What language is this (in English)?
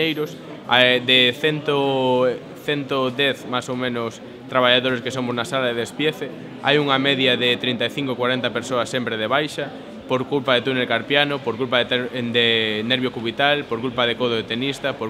Galician